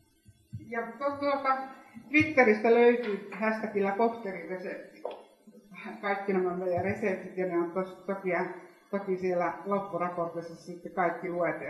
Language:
Finnish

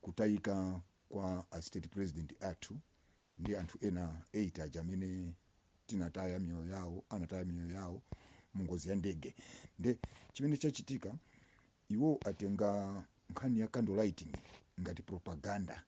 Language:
Nyanja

